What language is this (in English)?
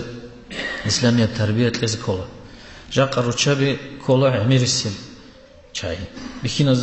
Avaric